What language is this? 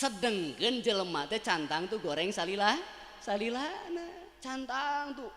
Sundanese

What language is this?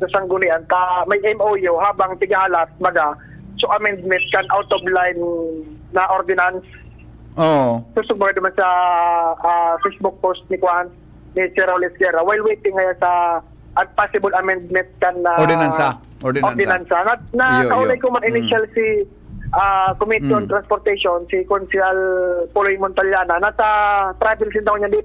Bikol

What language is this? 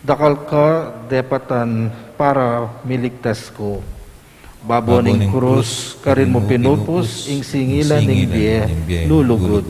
Pampanga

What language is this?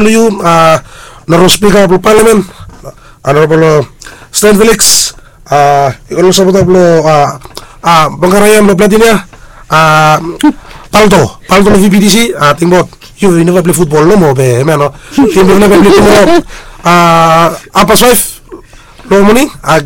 Bislama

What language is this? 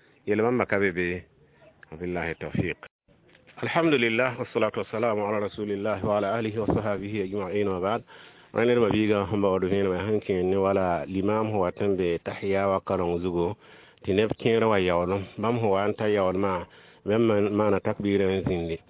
Mossi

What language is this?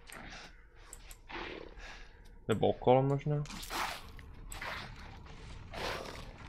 Czech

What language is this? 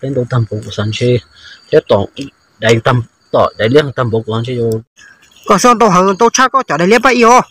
Hmong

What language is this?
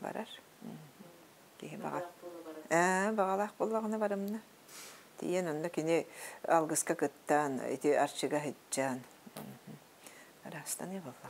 Yakut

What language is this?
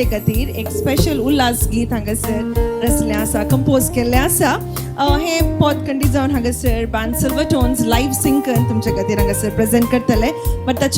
Konkani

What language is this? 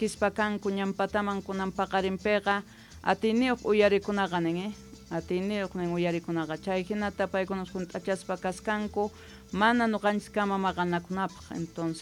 Quechua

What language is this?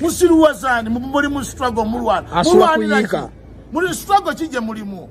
Ganda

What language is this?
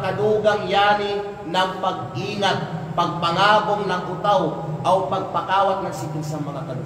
Kalagan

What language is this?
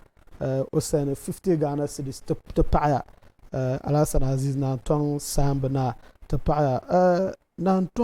Dagbani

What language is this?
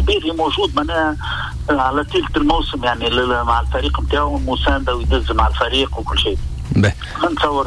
Tunisian Arabic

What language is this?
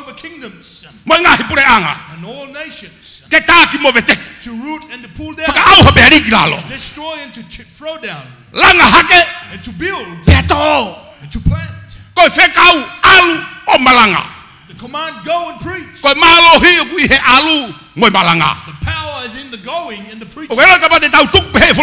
Tongan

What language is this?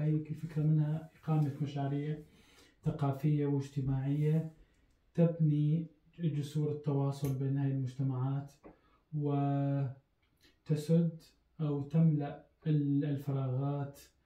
Arabic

